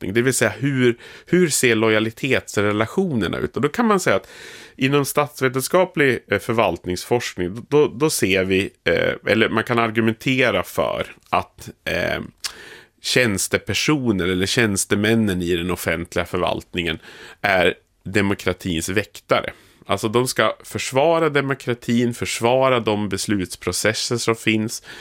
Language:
Swedish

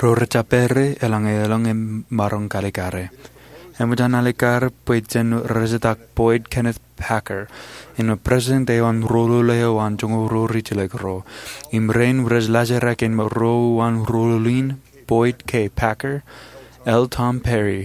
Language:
Marshallese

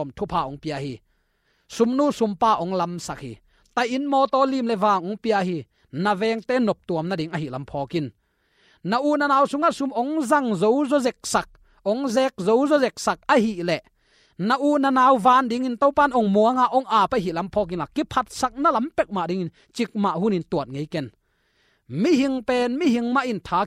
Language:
Tedim Chin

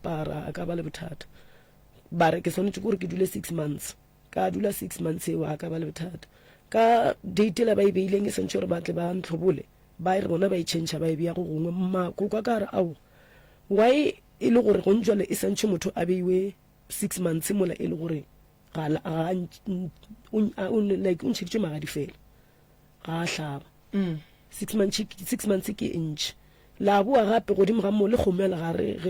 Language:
Northern Sotho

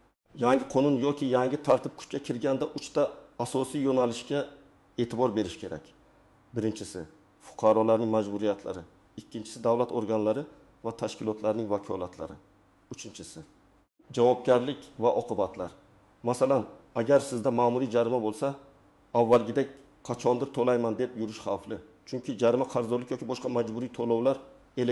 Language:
Uzbek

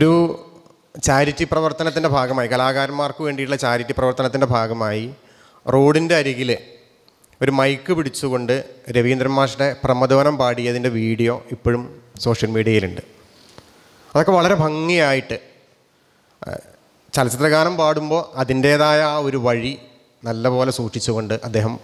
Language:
Malayalam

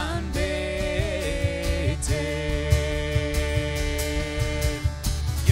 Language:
Plautdietsch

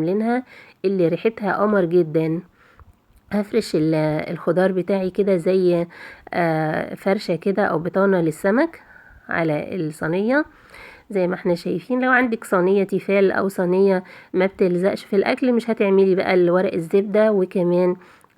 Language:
Egyptian Arabic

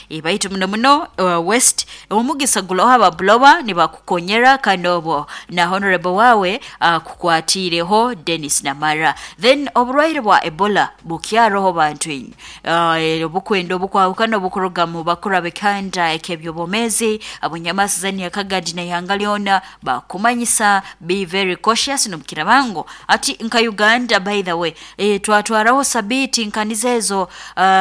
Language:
Nyoro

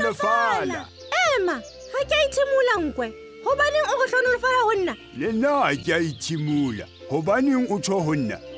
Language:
Southern Sotho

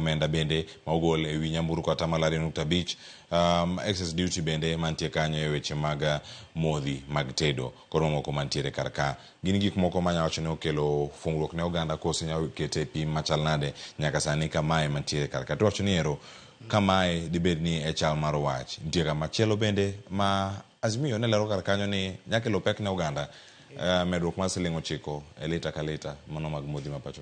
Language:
Luo (Kenya and Tanzania)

